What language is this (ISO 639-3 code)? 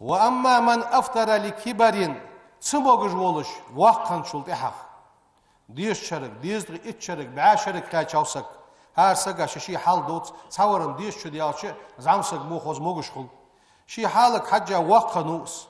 inh